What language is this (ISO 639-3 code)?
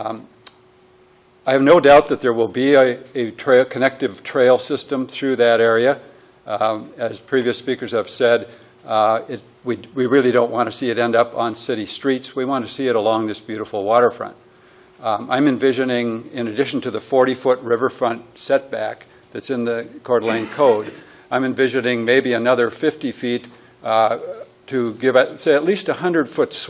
eng